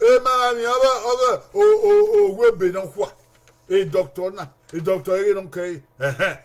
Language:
Bini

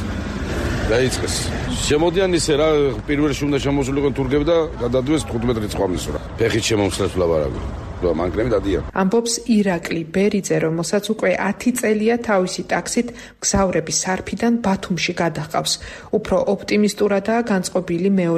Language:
Georgian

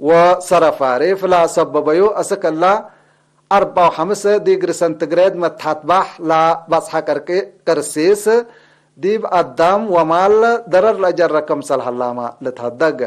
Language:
Tigre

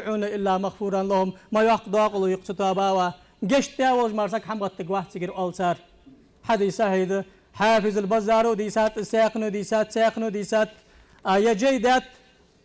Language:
Ingush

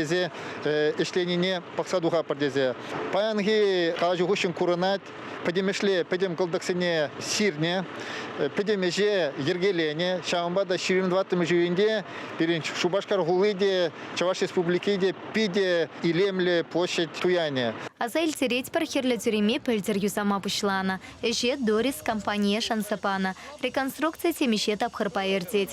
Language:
Chuvash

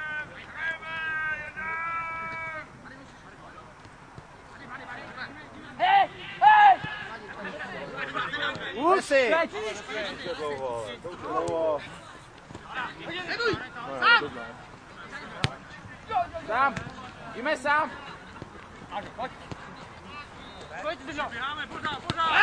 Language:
Czech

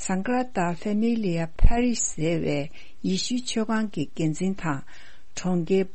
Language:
Tibetan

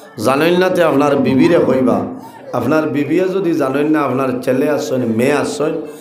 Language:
Sylheti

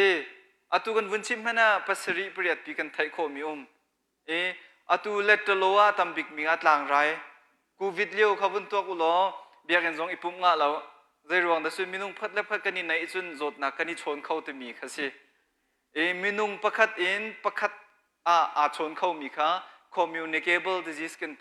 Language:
Hakha Chin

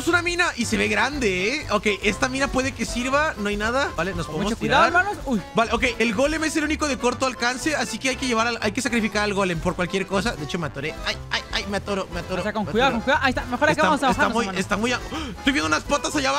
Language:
Spanish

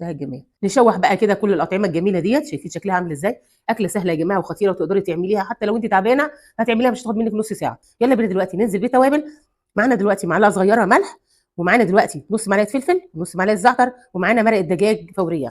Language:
Egyptian Arabic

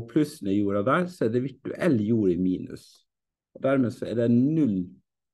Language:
Norwegian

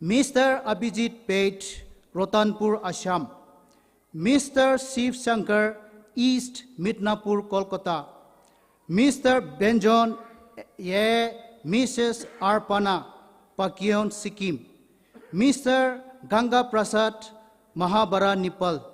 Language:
Poumei Naga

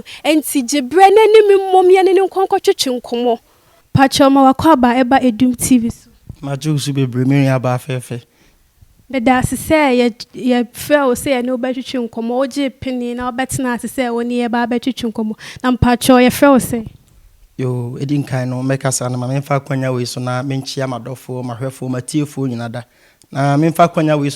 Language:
Akan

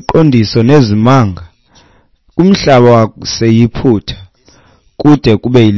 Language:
Xhosa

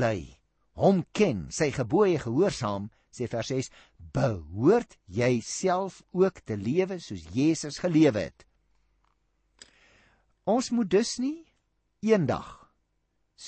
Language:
Afrikaans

